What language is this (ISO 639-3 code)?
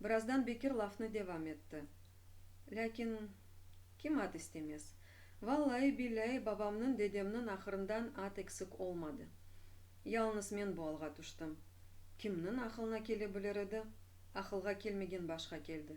crh